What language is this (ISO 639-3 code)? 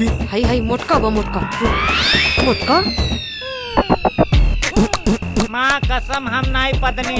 bho